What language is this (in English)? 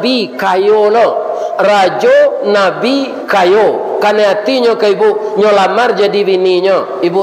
Minangkabau